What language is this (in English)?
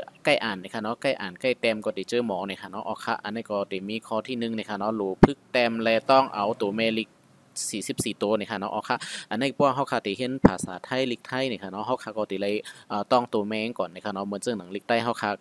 Shan